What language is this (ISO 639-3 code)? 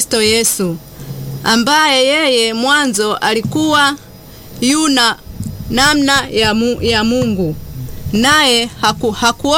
swa